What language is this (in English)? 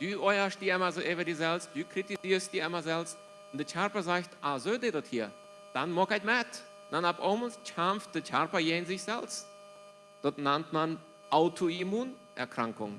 Plautdietsch